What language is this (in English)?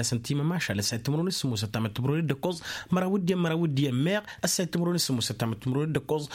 Tamasheq